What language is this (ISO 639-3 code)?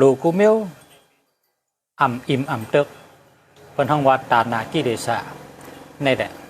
shn